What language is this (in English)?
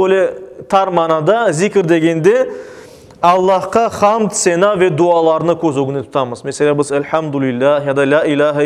Crimean Tatar